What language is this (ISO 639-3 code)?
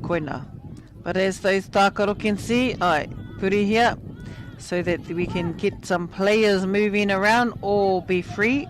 mri